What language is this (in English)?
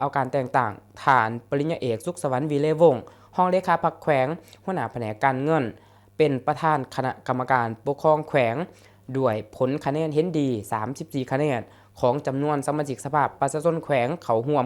Lao